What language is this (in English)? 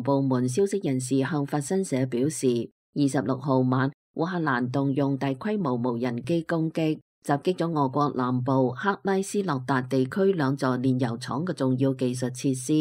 Cantonese